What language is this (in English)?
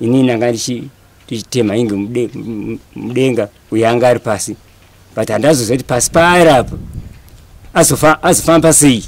Shona